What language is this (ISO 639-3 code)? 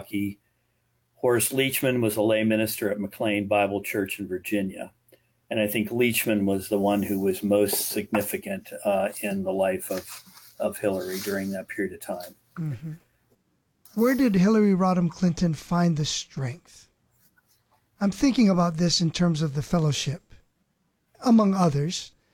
eng